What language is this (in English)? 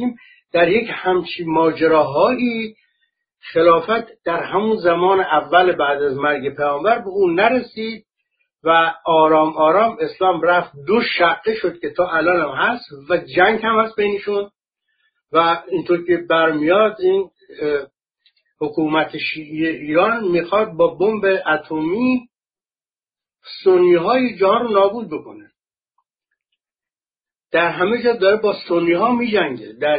Persian